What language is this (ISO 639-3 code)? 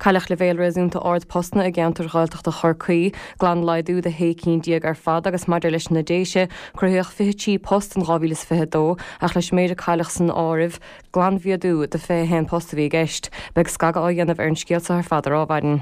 gle